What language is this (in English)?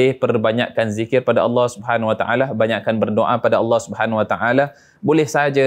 Malay